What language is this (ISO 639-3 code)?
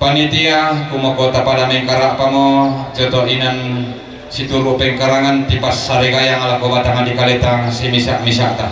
sda